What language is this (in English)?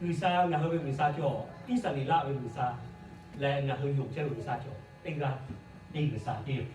Lahu